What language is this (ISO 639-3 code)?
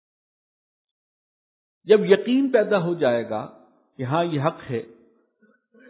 urd